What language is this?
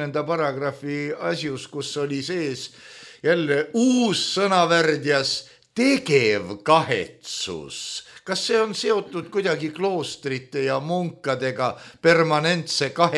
Estonian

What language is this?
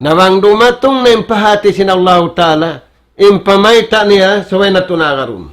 Tausug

